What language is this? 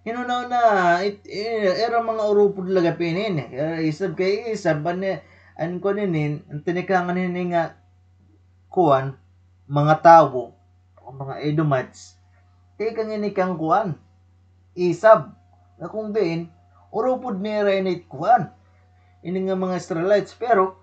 Waray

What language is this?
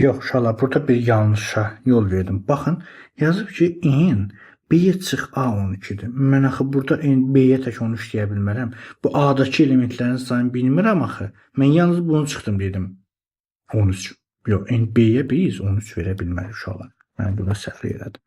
Azerbaijani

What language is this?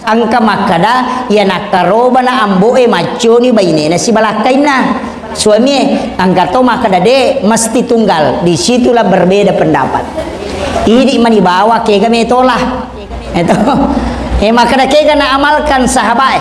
Buginese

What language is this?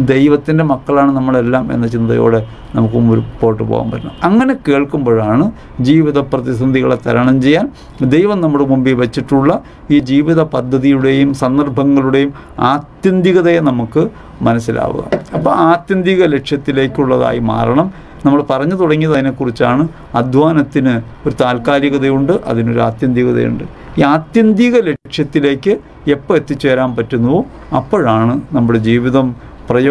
Malayalam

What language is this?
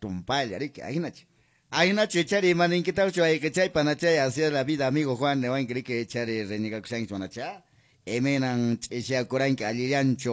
Quechua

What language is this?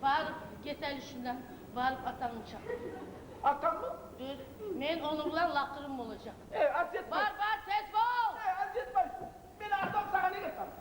Kumyk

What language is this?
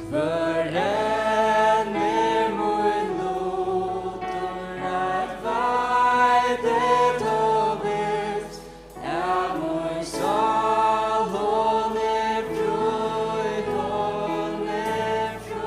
Faroese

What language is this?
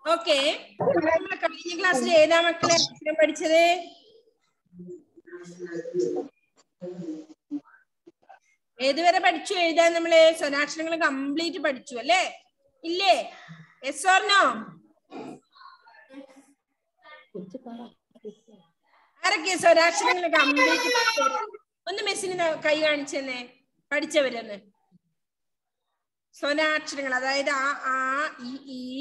Malayalam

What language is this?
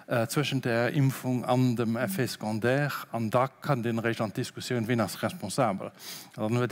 Luxembourgish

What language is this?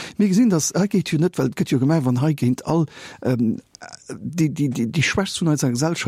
Luxembourgish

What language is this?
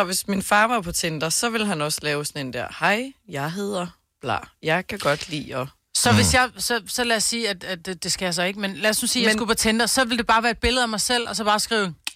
Danish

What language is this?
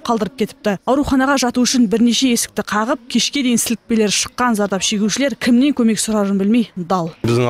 Kazakh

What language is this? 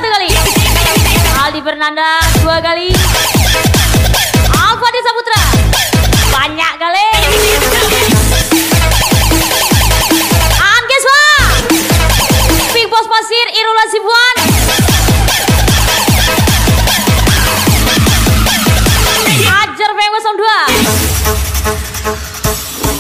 Indonesian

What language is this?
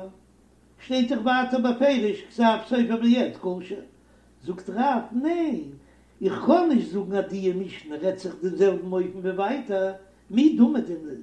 Yiddish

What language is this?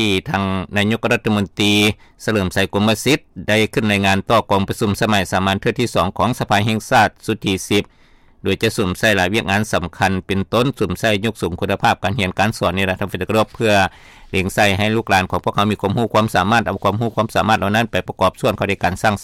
Lao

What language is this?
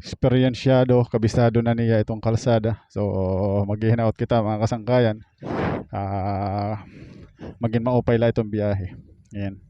Waray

